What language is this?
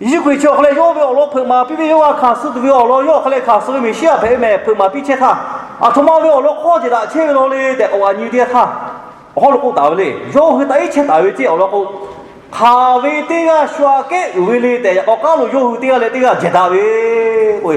Lahu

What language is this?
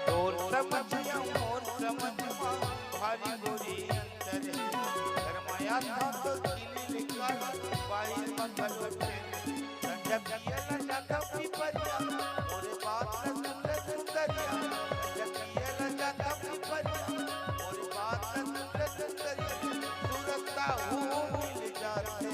Chhattisgarhi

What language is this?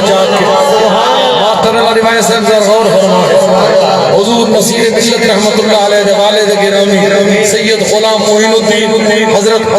Saraiki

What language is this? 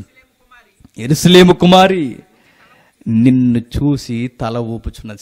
Telugu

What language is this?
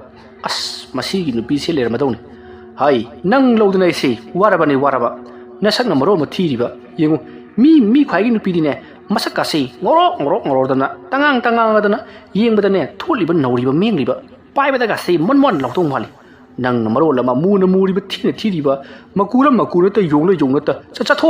Manipuri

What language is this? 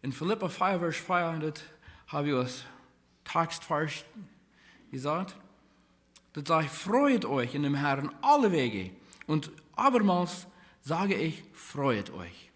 Plautdietsch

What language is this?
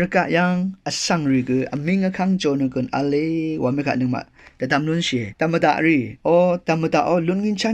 Rawang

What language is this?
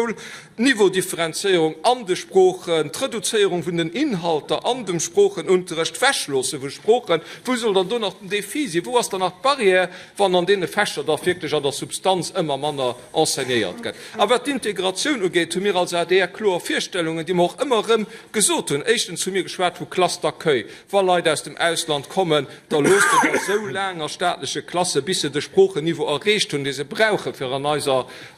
Luxembourgish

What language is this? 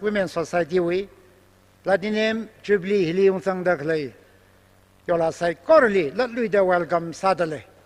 Tangkhul Naga (India)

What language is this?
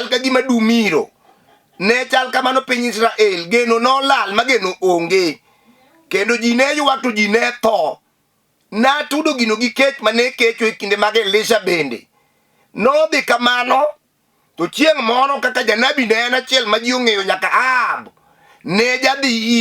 Luo (Kenya and Tanzania)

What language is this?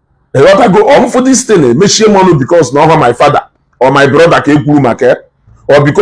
Igbo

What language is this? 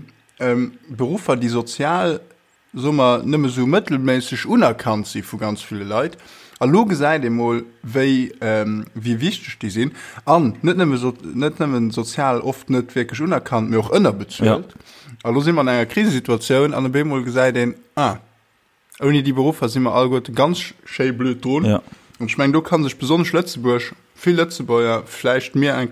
Luxembourgish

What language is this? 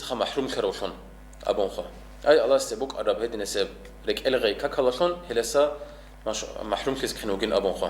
Avaric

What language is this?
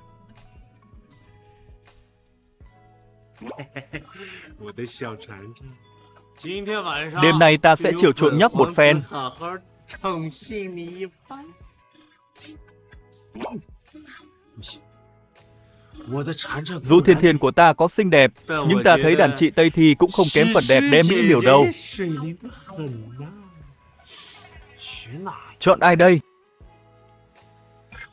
Vietnamese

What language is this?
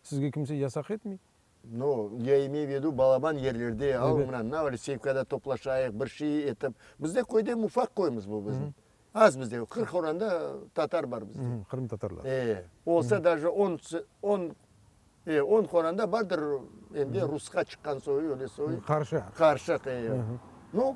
Crimean Tatar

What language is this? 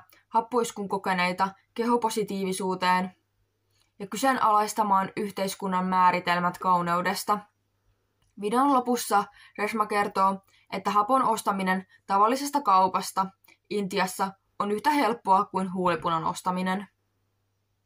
Finnish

